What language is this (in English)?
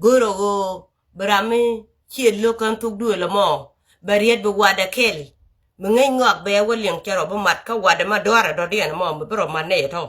Nuer